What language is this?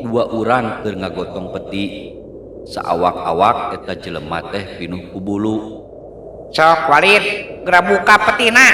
Sundanese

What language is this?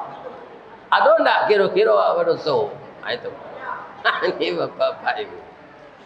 Minangkabau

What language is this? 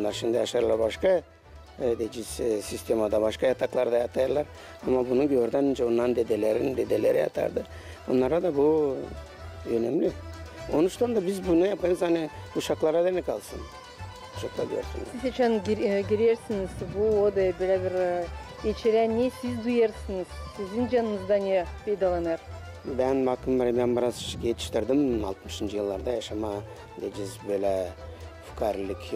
Gagauz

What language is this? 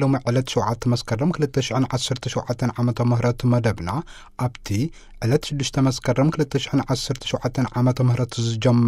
Tigrinya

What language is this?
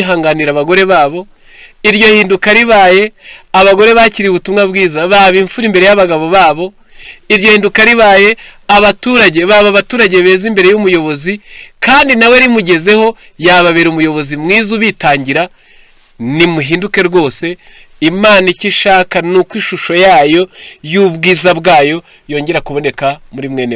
Kinyarwanda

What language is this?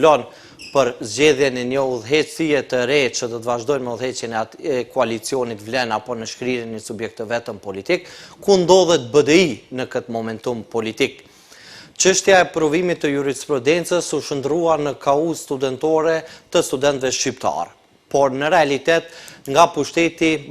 Albanian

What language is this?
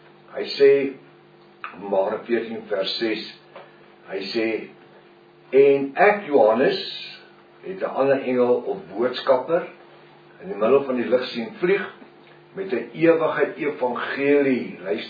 Afrikaans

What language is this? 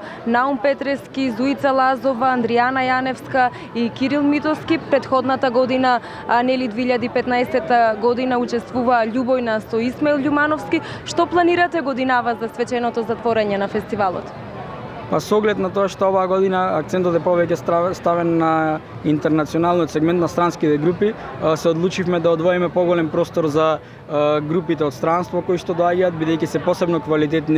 Macedonian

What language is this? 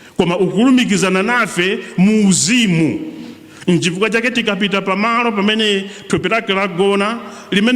Nyanja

